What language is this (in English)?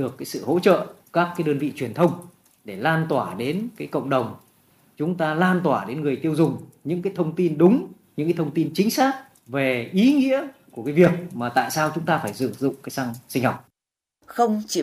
Vietnamese